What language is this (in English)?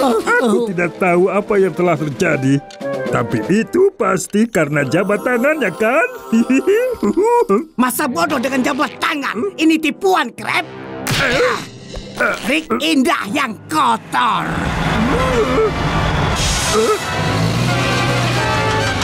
Indonesian